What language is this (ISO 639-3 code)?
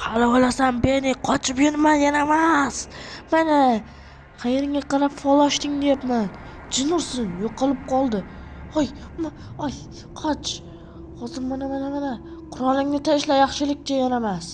uzb